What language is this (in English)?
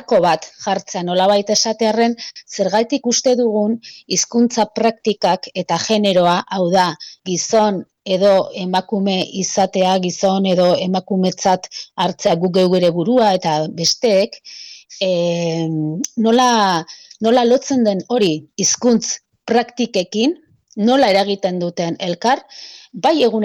Basque